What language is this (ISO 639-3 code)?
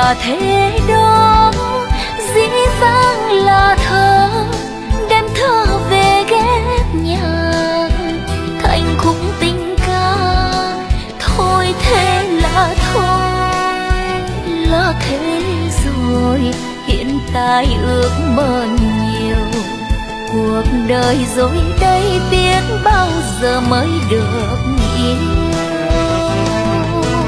vie